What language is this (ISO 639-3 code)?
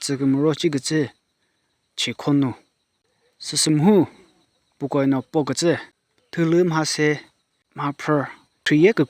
nri